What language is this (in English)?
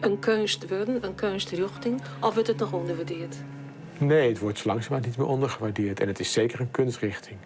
Western Frisian